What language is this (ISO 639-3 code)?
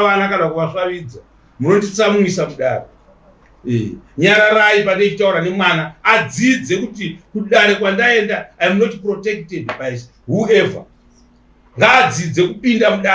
sna